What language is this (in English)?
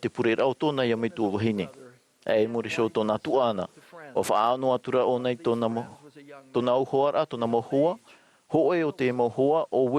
Tahitian